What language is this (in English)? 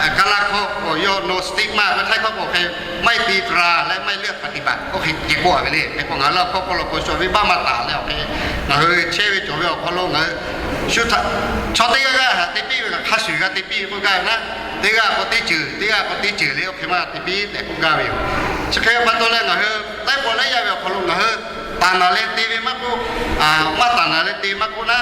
Lahu